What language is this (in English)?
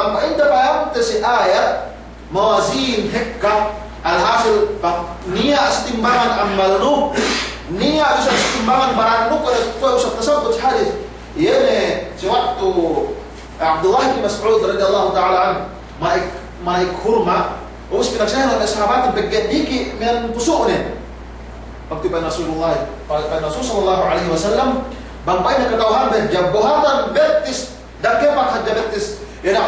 Yakan